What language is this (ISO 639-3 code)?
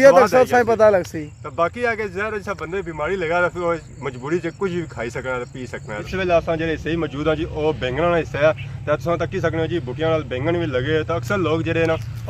phr